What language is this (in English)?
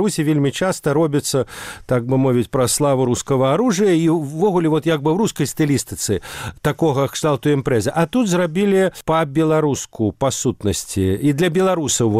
Belarusian